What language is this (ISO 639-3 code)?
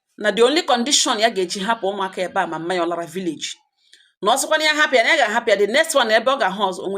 ibo